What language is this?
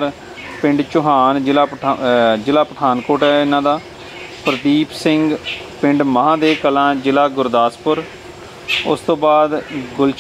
Punjabi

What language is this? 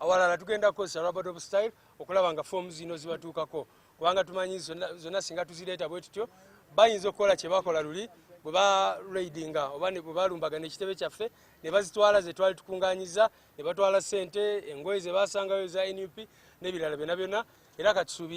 Ganda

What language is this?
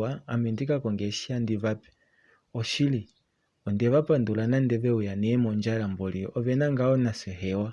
Kuanyama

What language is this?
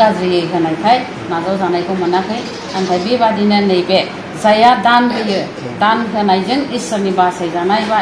Bodo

